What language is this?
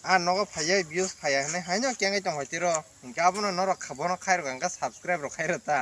Kok Borok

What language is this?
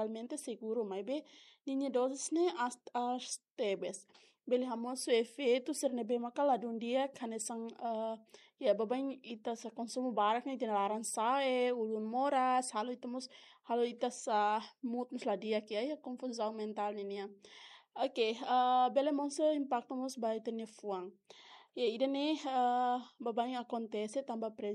Tetum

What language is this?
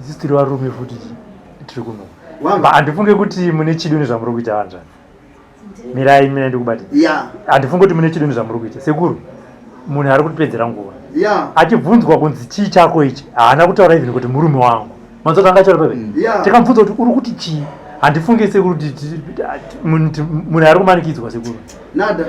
Shona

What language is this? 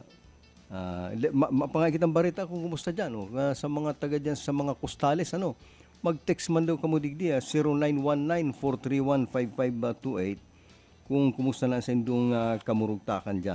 Bikol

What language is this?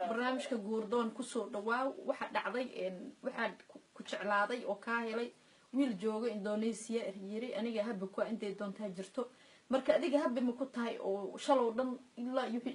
Somali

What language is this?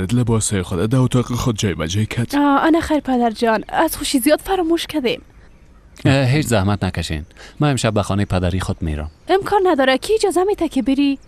Persian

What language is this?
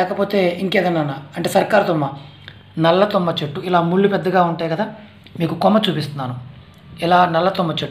Telugu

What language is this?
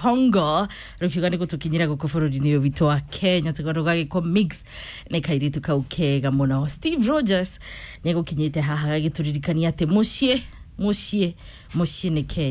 Kikuyu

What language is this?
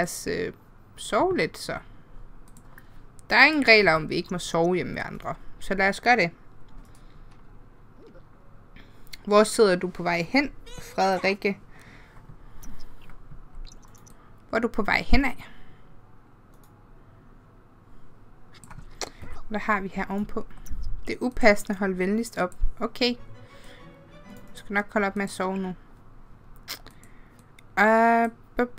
Danish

